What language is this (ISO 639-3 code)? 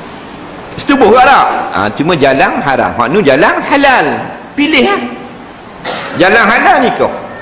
msa